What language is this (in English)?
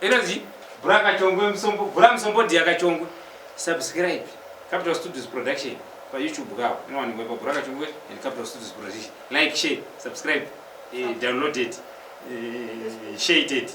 Shona